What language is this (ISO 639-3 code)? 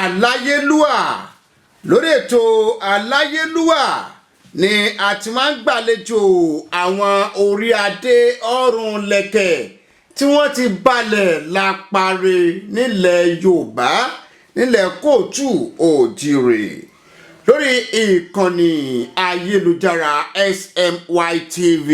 yor